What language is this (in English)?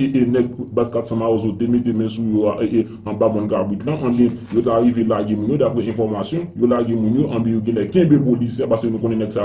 Haitian Creole